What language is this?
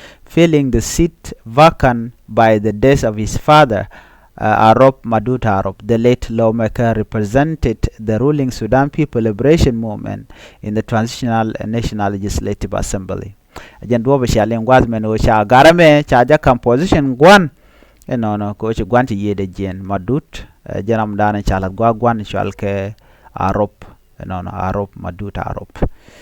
Nuer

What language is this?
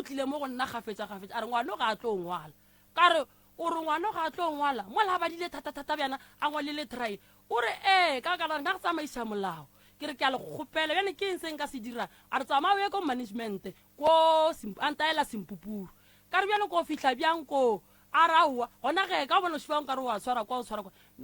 Northern Sotho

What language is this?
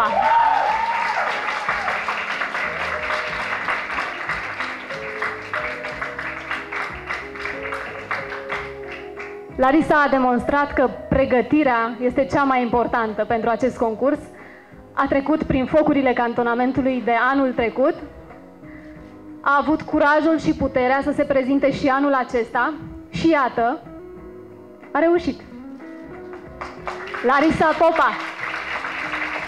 Romanian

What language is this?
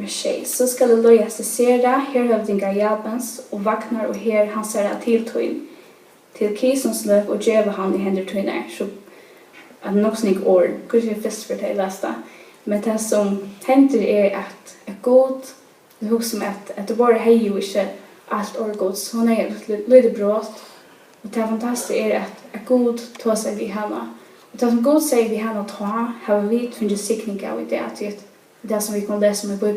Faroese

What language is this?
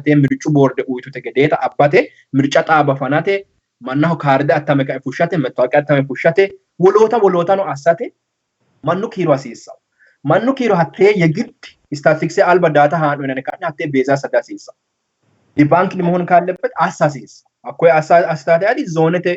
Sidamo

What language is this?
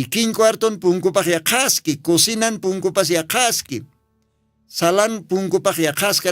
Aymara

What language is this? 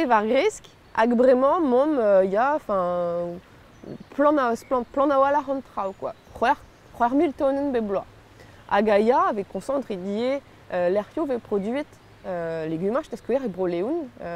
Breton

